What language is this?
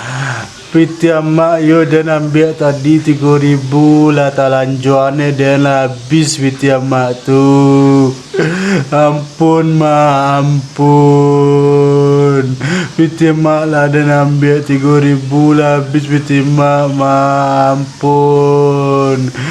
Minangkabau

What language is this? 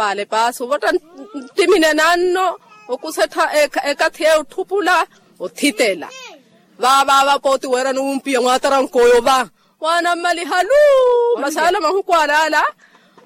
Makhuwa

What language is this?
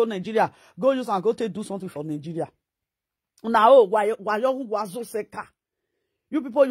Nigerian Pidgin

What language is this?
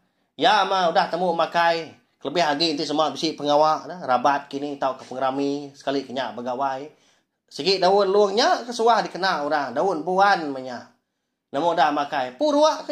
Iban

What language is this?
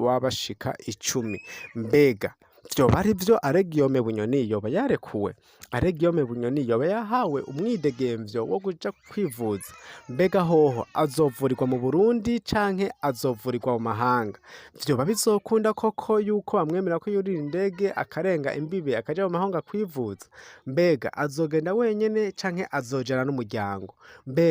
Rundi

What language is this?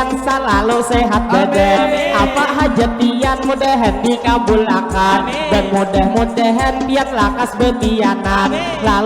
Banjar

